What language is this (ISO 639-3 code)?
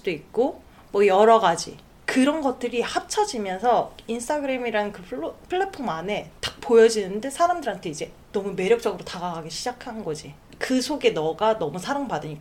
kor